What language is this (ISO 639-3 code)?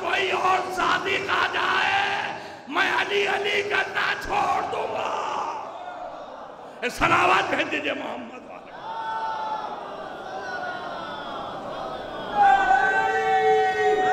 urd